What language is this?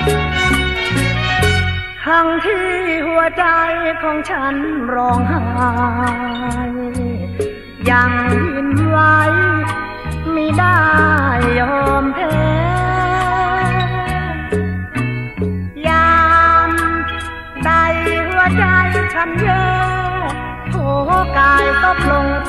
Thai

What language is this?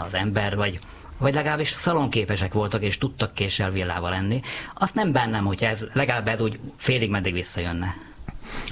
Hungarian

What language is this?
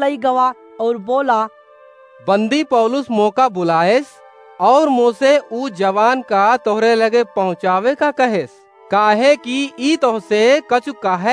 Awadhi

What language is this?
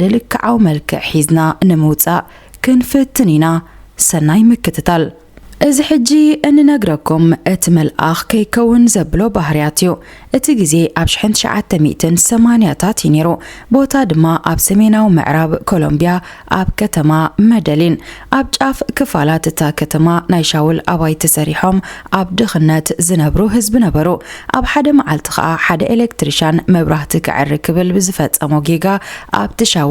Tigrinya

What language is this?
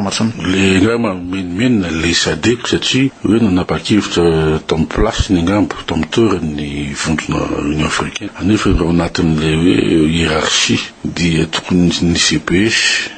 Malagasy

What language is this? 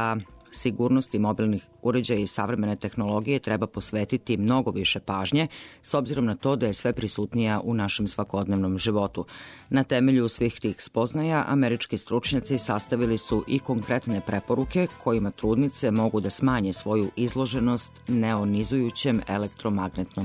Serbian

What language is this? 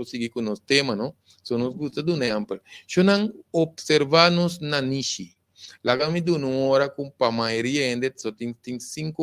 Papiamento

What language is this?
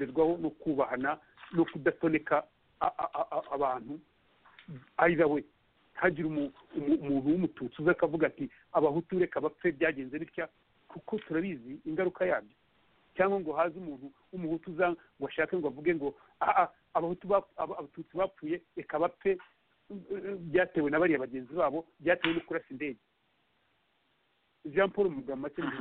Kinyarwanda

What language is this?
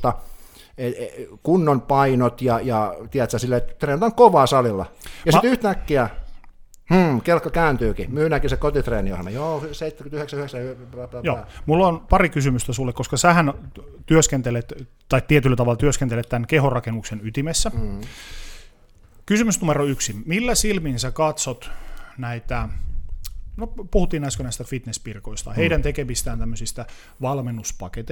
Finnish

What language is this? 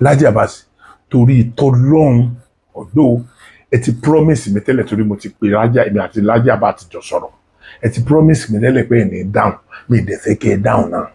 Yoruba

